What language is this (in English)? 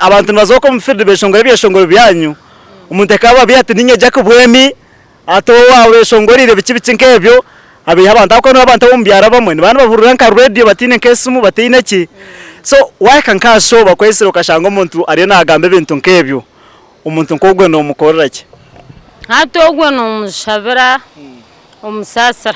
Nyankole